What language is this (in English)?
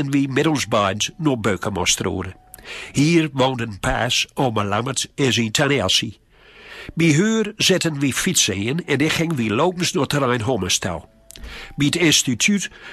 Gronings